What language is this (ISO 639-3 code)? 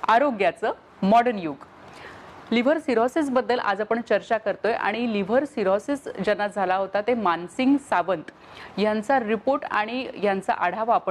mar